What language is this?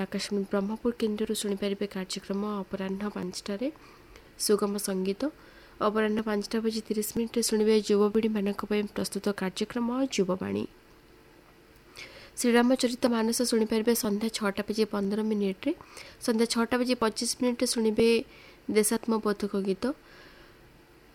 Odia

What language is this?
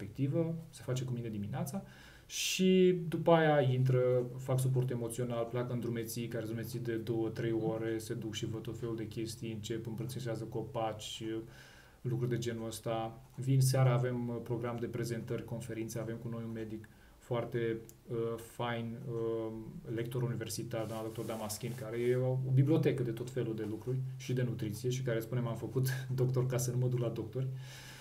Romanian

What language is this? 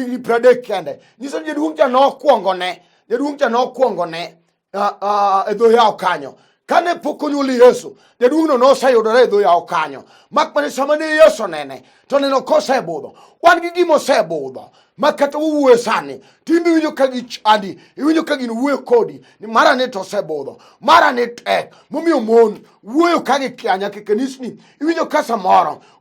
Luo (Kenya and Tanzania)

